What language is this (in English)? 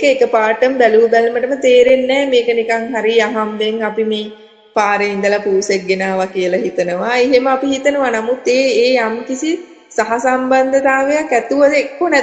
Sinhala